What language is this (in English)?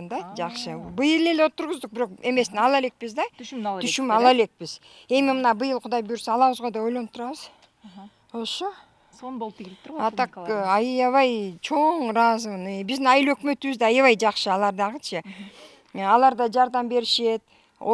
Kyrgyz